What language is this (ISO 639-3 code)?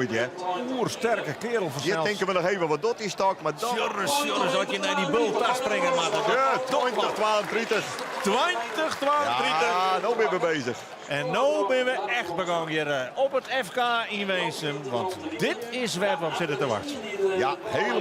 fry